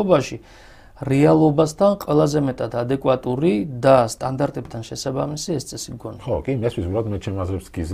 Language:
Georgian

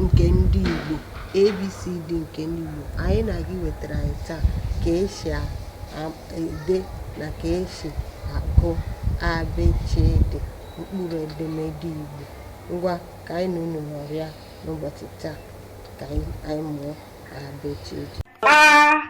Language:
Igbo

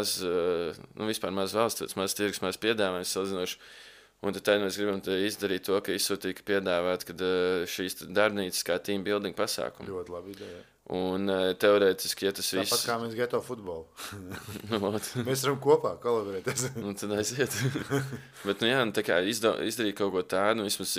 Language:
Latvian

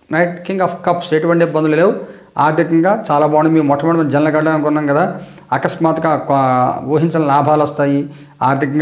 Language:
Telugu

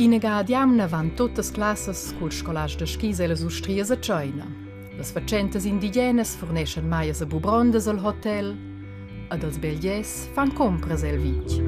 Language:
Romansh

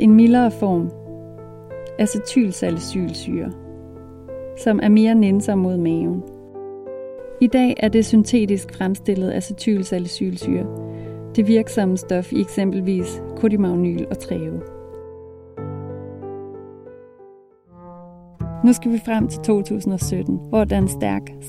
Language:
Danish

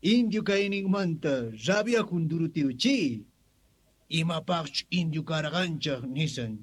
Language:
South Bolivian Quechua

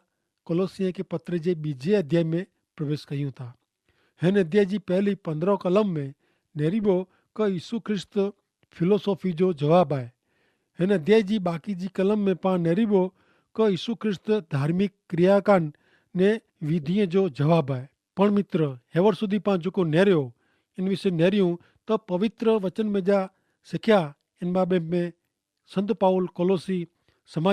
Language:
Kachhi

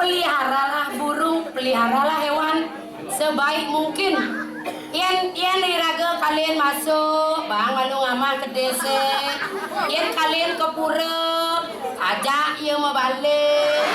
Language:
Balinese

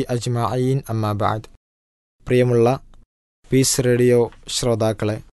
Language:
Malayalam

